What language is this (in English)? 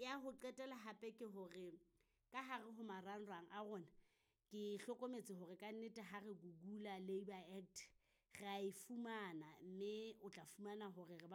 Southern Sotho